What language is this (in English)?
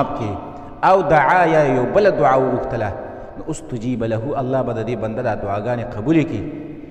Pashto